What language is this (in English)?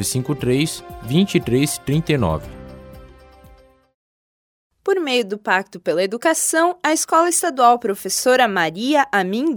Portuguese